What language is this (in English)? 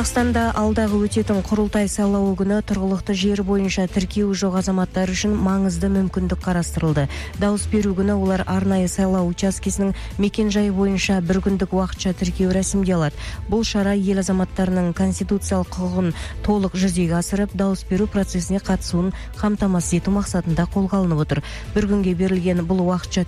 Kazakh